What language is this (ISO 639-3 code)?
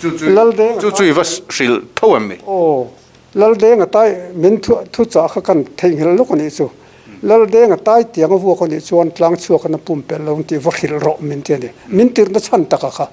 lus